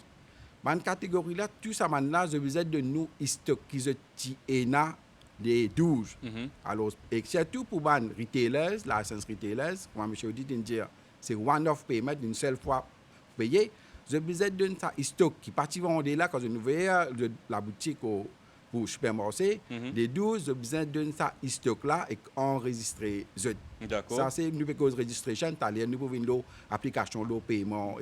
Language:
Morisyen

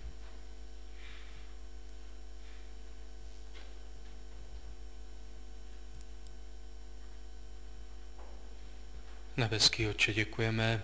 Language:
Czech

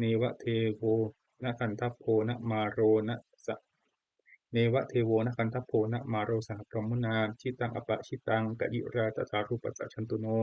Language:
Pali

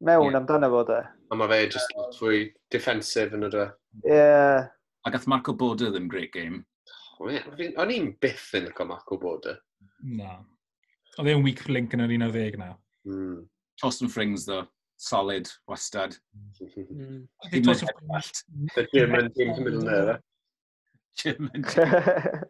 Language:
Welsh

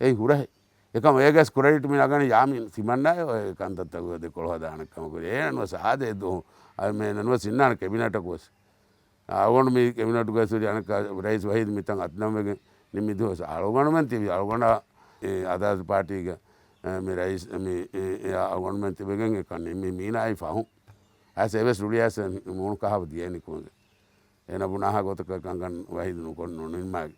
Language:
Divehi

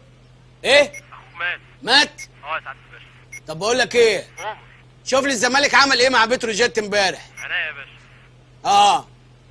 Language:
Egyptian Arabic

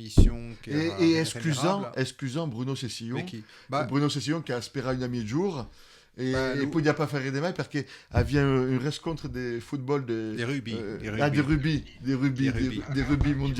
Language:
Occitan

